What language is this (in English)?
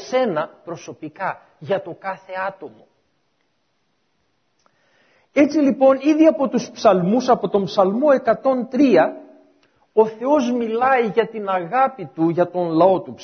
Greek